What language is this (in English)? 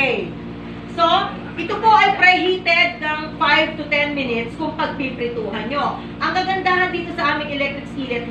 Filipino